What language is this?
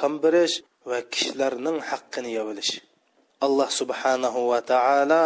Uyghur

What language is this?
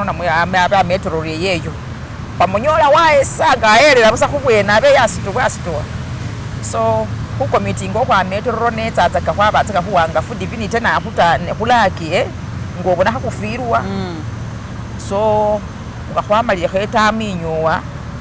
Masaaba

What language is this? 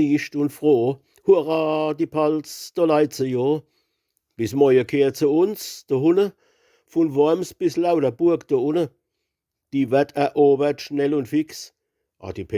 Palatine German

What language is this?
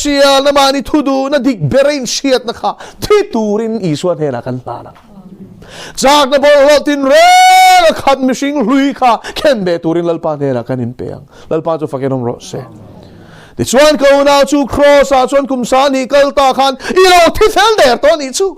Mizo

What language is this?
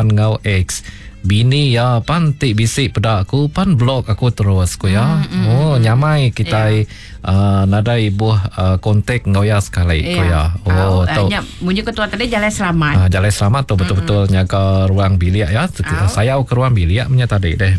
Iban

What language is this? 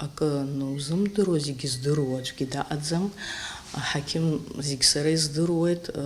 Abkhazian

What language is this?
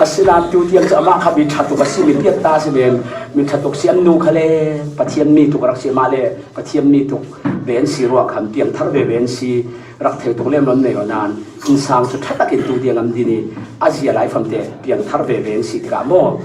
Falam Chin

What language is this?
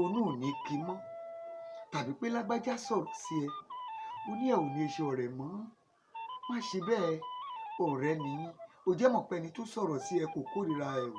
Yoruba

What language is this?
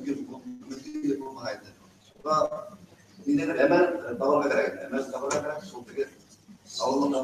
Bashkir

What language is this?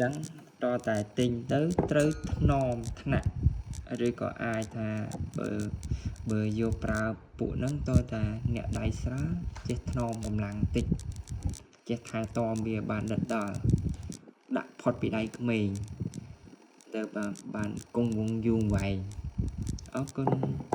Khmer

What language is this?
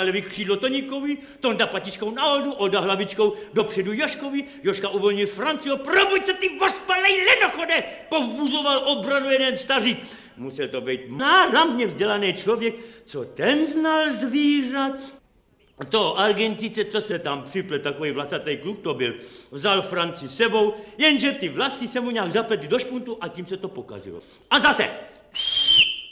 Czech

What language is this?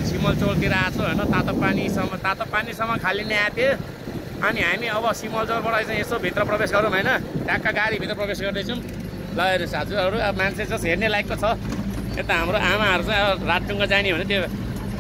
Nepali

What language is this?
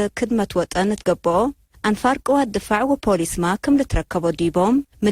Tigre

